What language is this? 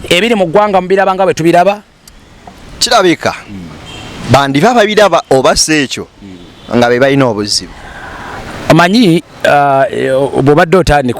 Ganda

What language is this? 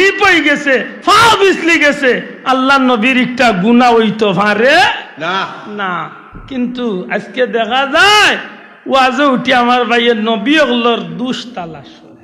Sylheti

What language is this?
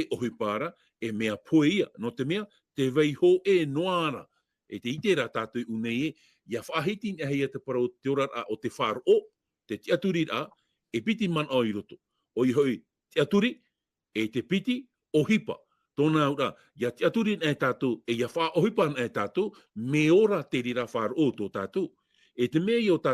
Tahitian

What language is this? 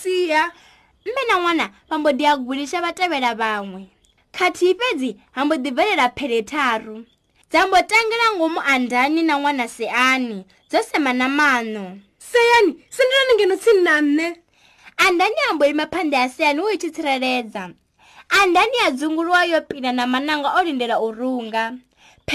Venda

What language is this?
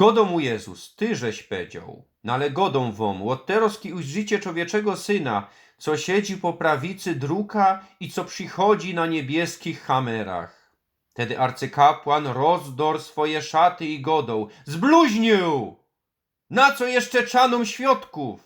Silesian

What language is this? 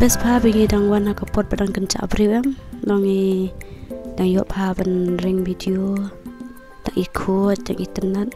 Khasi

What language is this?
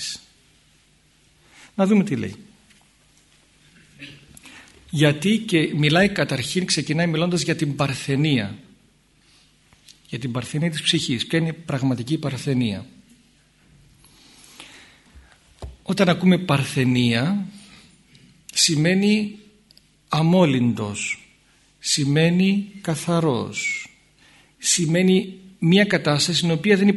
Greek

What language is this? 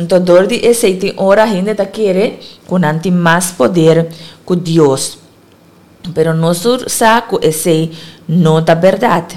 Papiamento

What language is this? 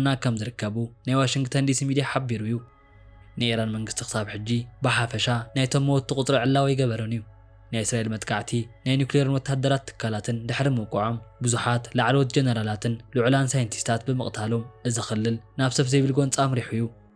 Tigrinya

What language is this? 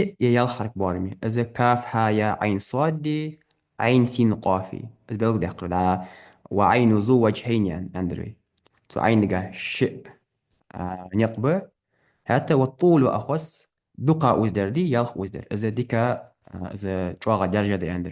Ingush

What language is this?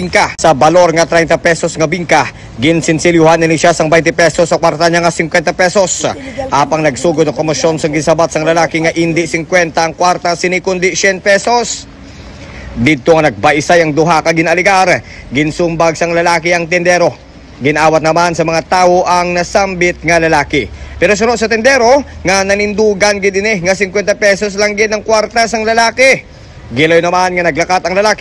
Hiligaynon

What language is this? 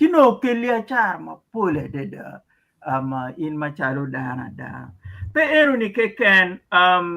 Acoli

